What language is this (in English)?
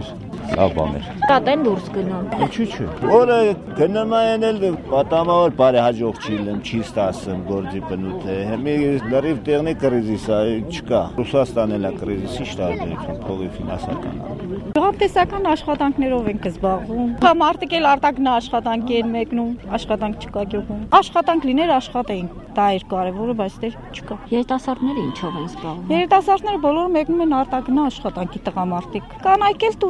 Armenian